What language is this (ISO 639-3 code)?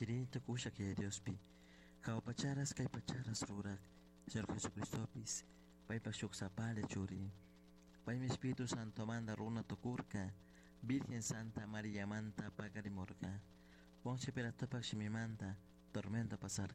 qug